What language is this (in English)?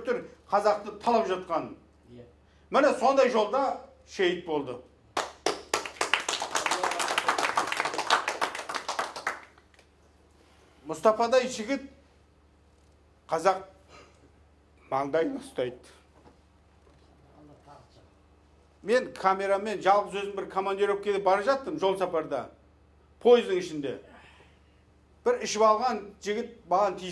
Kazakh